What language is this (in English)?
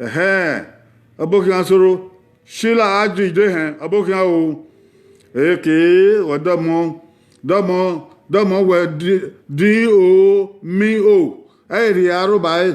Bini